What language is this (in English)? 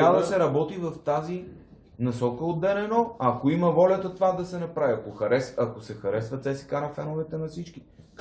Bulgarian